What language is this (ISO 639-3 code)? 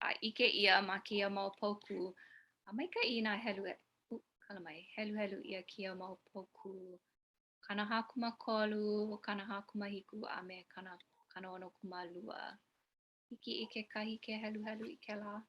haw